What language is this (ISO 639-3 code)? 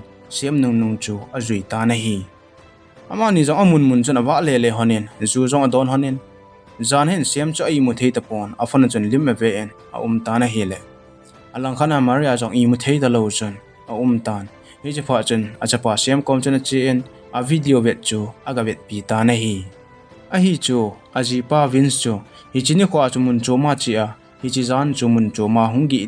tcz